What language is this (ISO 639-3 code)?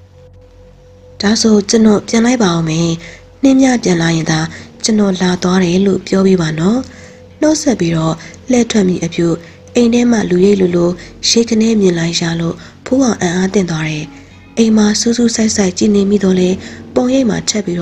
mya